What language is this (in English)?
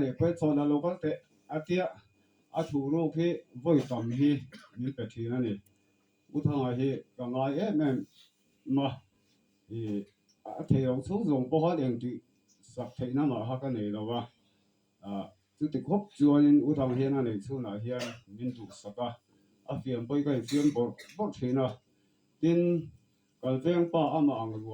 Mizo